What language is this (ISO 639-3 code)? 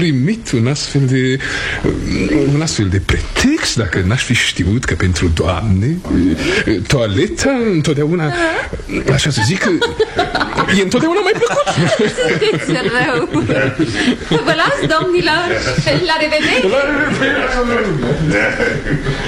ron